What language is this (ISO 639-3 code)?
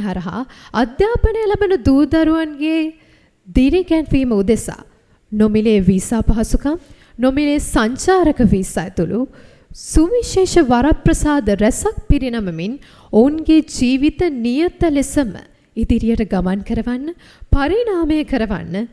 sin